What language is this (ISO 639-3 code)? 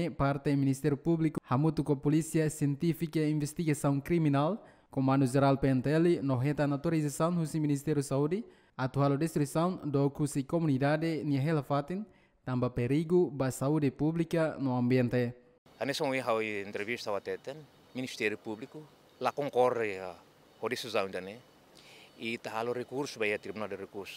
tet